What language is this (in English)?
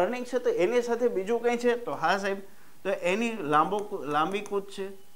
Gujarati